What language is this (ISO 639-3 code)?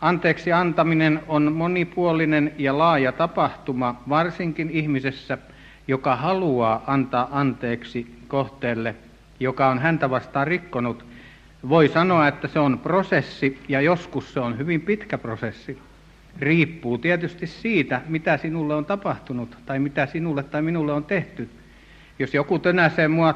fin